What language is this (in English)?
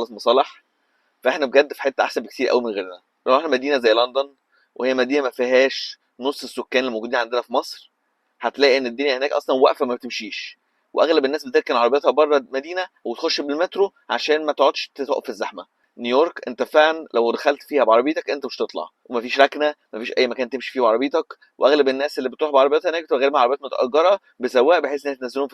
Egyptian Arabic